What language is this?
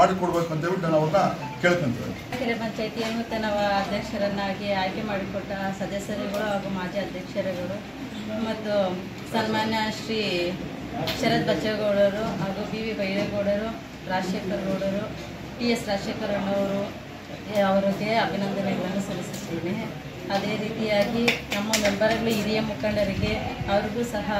Kannada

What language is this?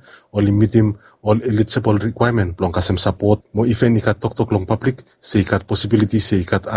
Bislama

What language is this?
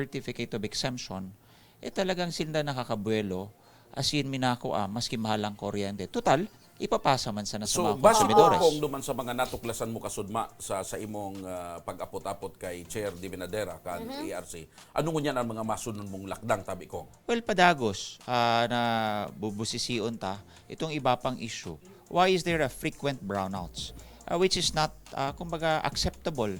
Bikol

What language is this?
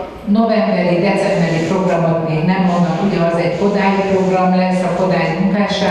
Hungarian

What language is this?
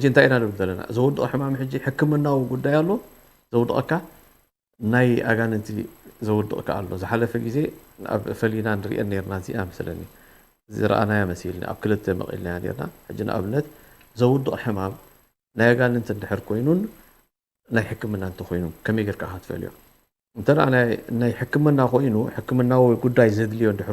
Tigrinya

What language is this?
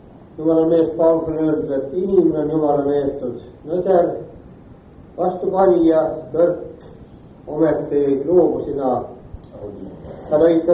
Estonian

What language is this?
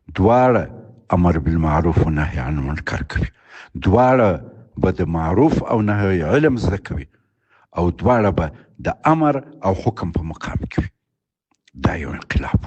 Pashto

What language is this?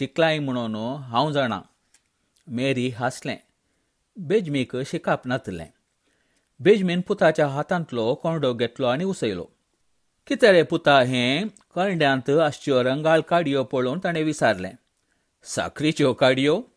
Konkani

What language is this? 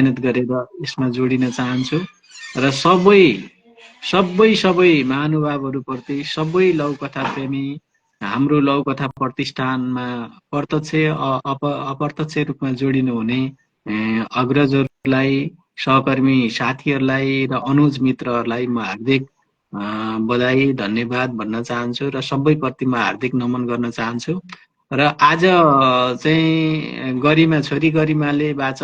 Nepali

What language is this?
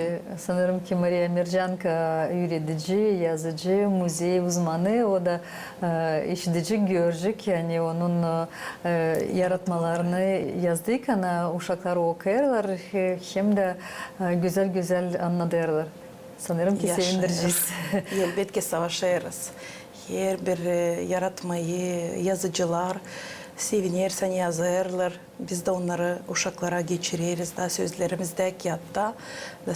Gagauz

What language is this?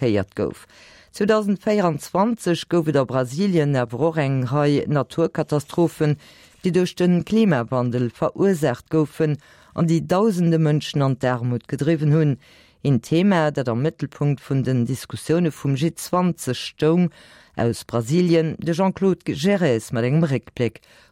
Luxembourgish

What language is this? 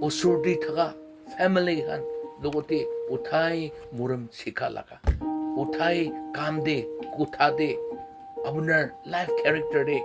Naga Pidgin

